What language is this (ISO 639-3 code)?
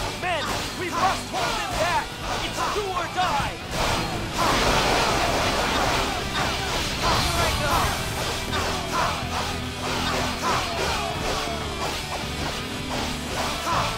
eng